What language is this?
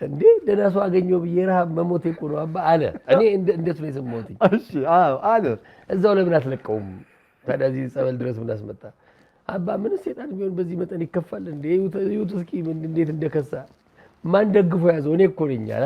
Amharic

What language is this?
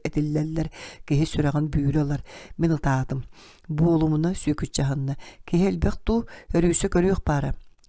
Yakut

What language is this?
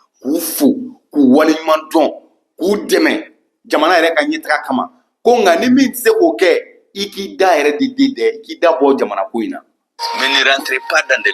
Bambara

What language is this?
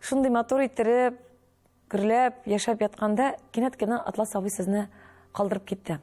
Tatar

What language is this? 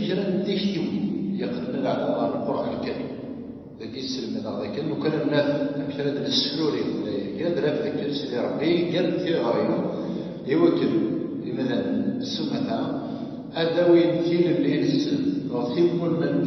Kabyle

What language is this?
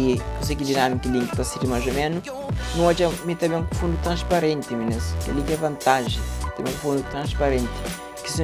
Kabuverdianu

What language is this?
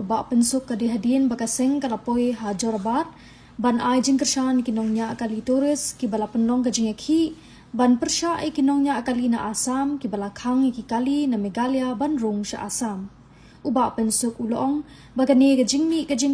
Khasi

